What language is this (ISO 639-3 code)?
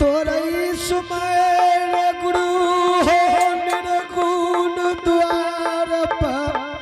anp